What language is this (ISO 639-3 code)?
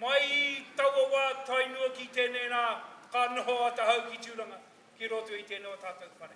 mri